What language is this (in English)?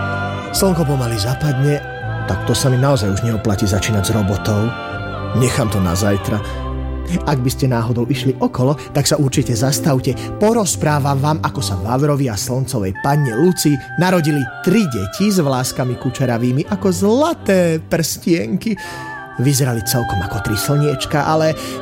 Slovak